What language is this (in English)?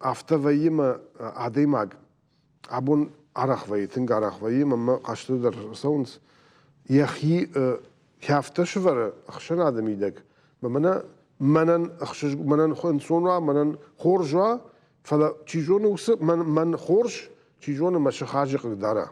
Ossetic